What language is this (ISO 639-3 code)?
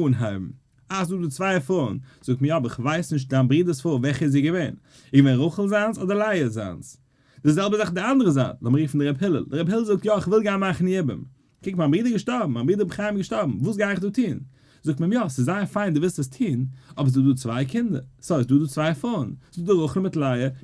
yid